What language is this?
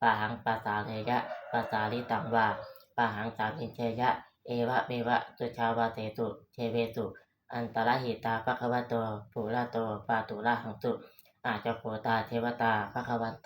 Pali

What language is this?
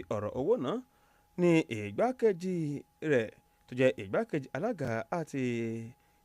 Yoruba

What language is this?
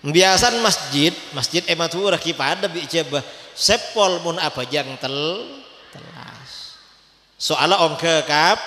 Madurese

